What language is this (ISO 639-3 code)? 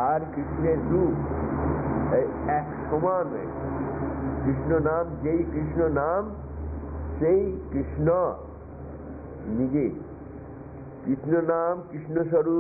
ben